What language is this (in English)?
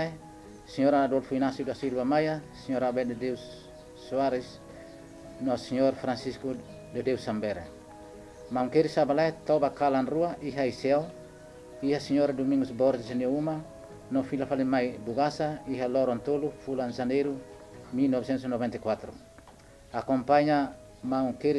Tetum